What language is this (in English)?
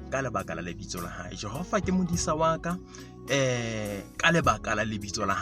Southern Sotho